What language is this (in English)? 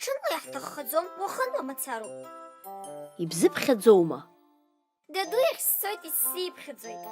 Abkhazian